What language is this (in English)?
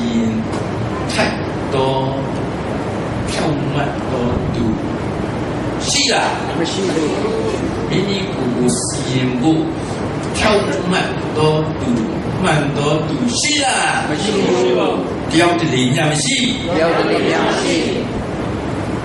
Burmese